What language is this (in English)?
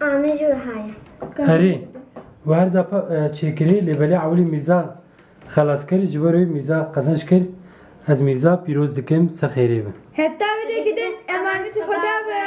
Kurdish